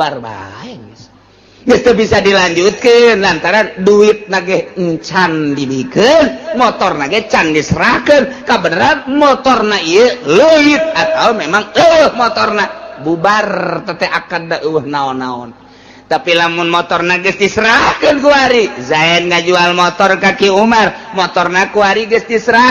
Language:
Sundanese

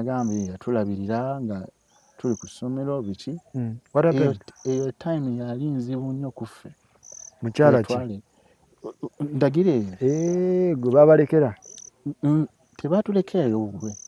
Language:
Ganda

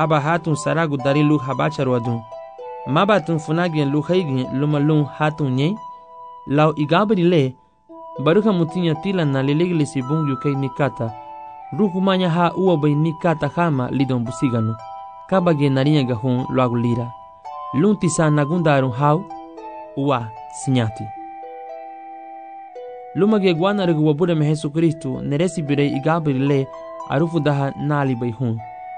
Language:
Garifuna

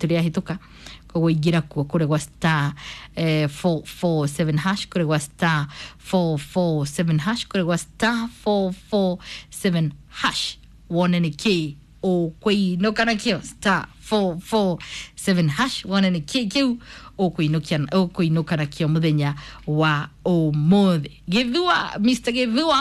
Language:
Kikuyu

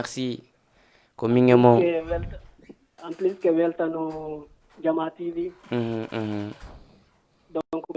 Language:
Fula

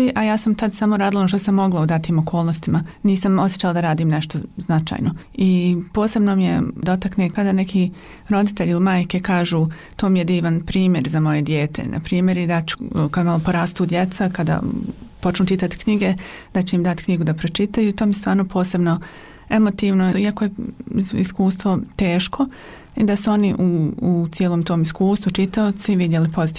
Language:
Bosnian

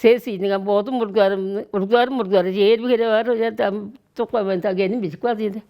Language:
Tuvinian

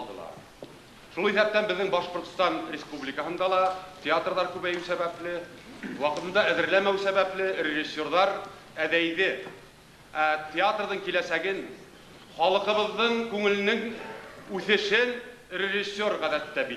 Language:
Bashkir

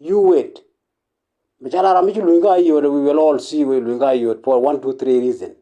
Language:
Nuer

